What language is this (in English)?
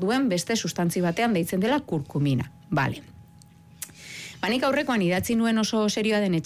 Basque